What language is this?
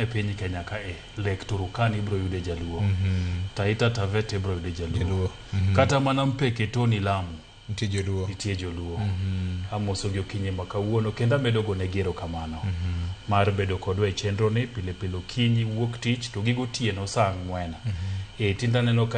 Luo (Kenya and Tanzania)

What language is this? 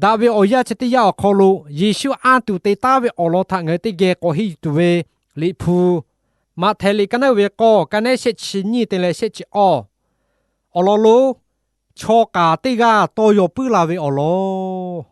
Lahu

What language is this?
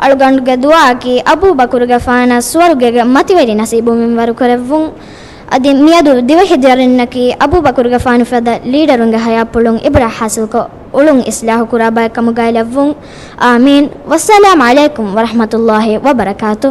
Divehi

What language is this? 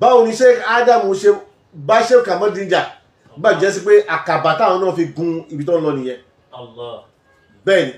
Yoruba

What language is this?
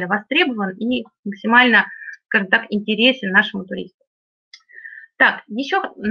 Russian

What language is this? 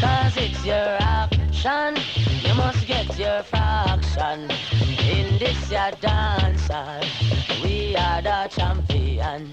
Jamaican Creole English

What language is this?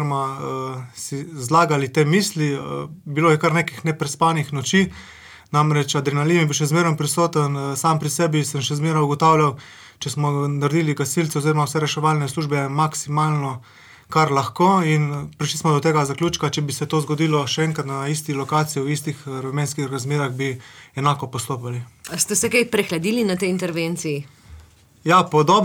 Slovenian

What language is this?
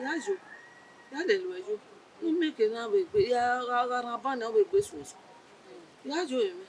Bini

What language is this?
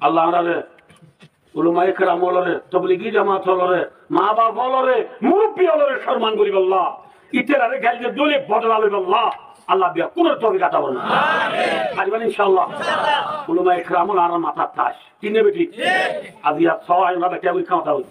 Rohingya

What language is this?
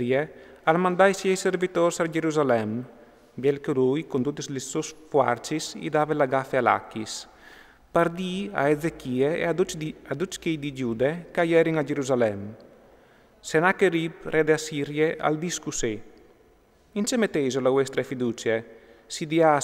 Friulian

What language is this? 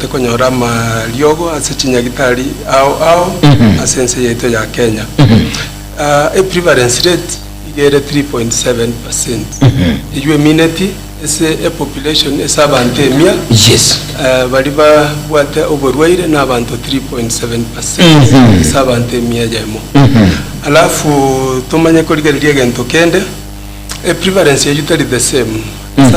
Gusii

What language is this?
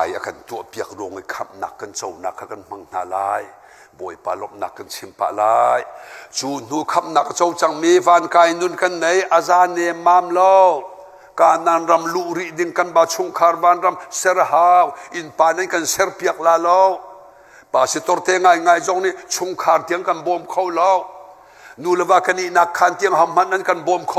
Hakha Chin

